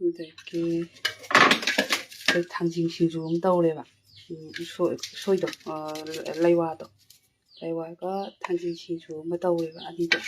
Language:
Manipuri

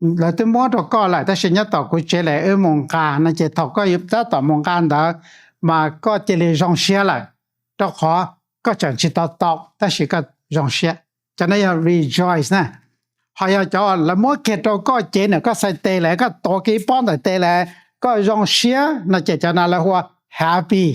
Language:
Hmong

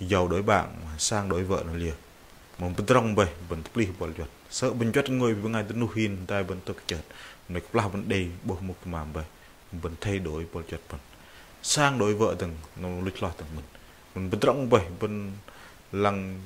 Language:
Bahnar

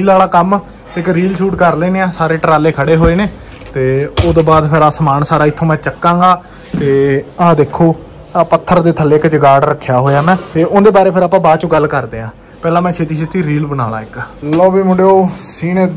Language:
Punjabi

